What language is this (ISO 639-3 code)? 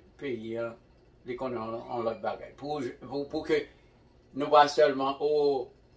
hat